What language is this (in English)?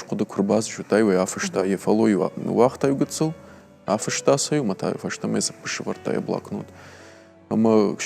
Ossetic